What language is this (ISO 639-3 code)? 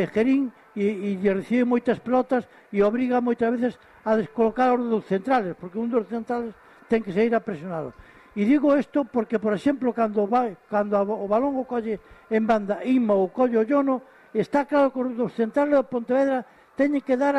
glg